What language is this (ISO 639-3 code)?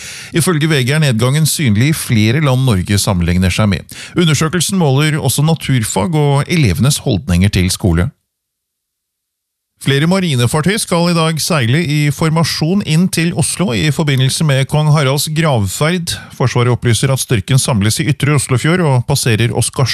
nor